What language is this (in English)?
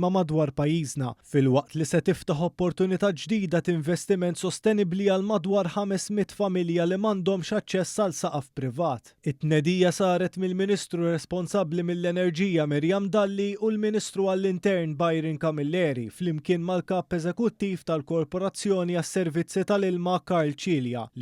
Maltese